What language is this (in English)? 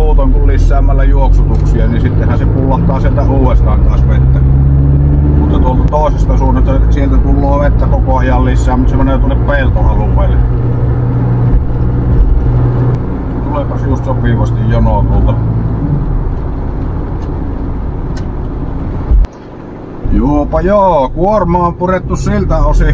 Finnish